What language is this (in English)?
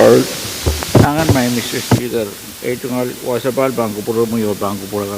Pohnpeian